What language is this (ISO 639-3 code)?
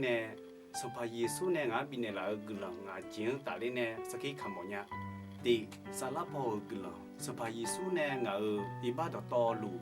ahk